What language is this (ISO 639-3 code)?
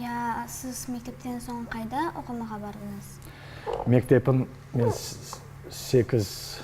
crh